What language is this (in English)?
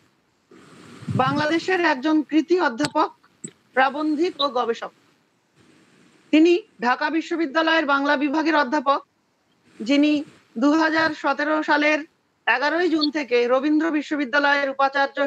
Bangla